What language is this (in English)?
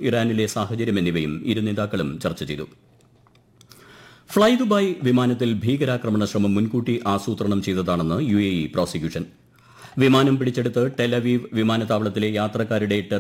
Malayalam